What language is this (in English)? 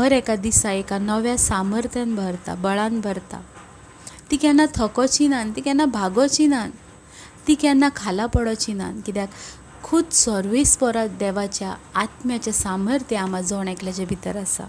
Konkani